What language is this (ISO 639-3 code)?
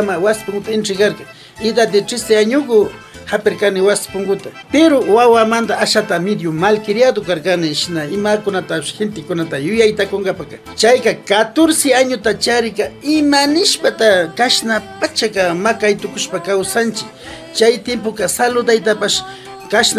qvi